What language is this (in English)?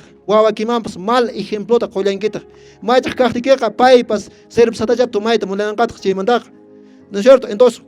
Quechua